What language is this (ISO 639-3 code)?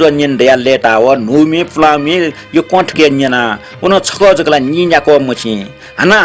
new